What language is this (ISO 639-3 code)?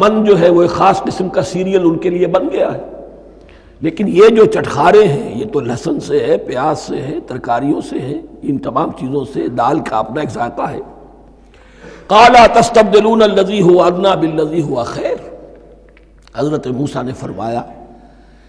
urd